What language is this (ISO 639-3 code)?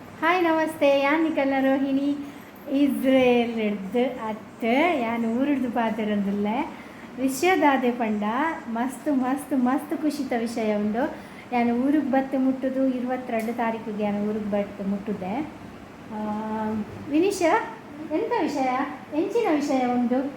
tcy